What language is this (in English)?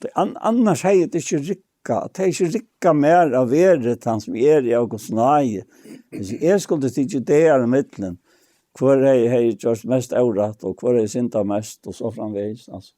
Faroese